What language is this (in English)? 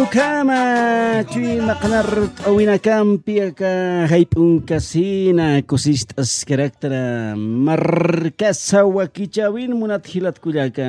Aymara